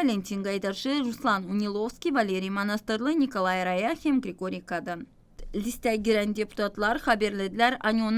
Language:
Gagauz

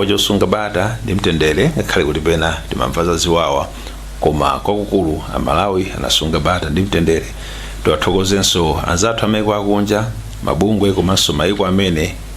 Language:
Nyanja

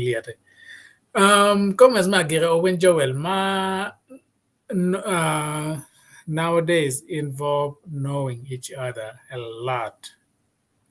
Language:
Acoli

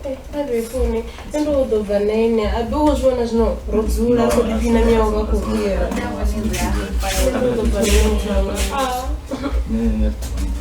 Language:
Venda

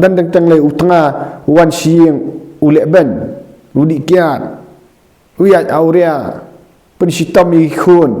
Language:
Khasi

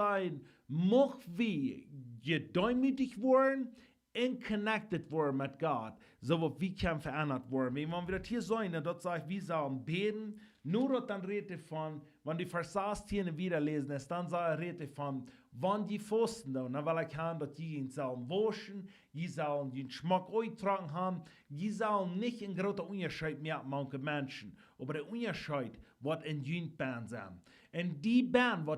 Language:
Plautdietsch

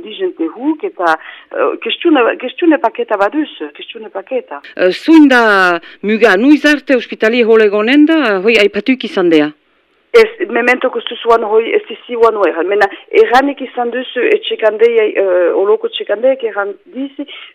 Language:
Basque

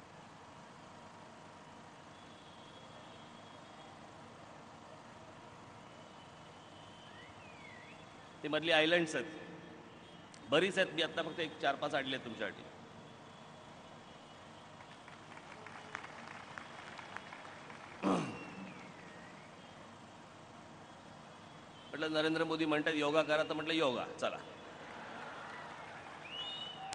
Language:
Marathi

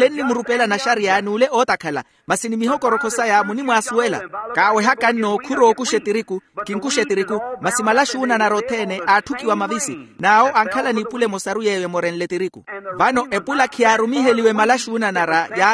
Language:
Makhuwa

